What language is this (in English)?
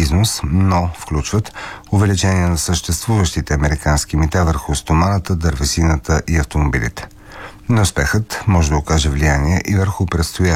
Bulgarian